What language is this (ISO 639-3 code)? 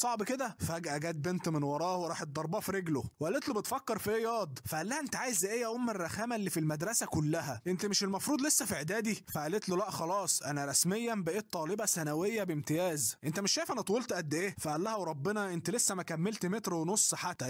arz